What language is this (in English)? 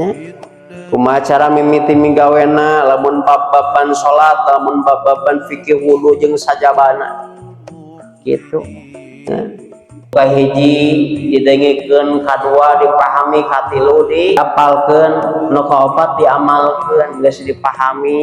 Sundanese